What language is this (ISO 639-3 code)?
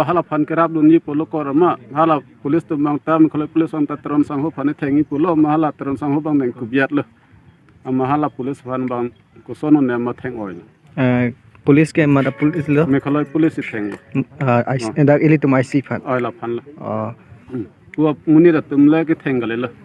mjw